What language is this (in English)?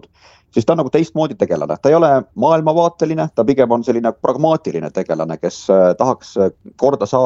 Estonian